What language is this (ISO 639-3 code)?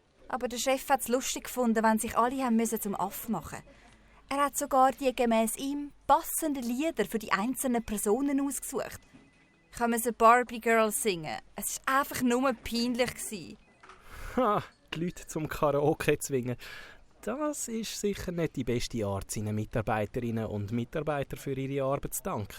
gsw